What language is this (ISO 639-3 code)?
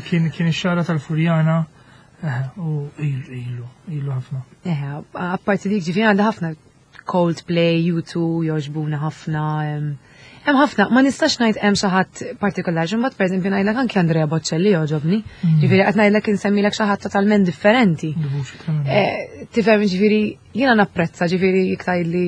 mlt